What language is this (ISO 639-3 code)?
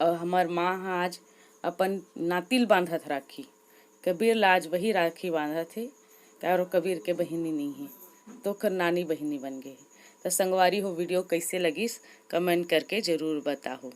hne